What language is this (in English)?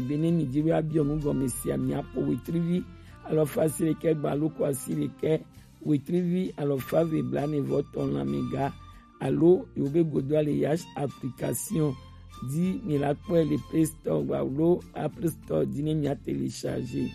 Gen